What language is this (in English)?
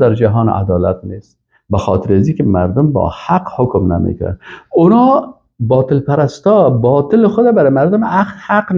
Persian